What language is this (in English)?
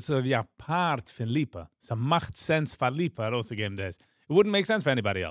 Yiddish